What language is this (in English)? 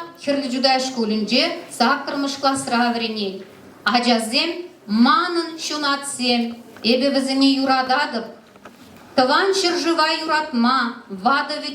Chuvash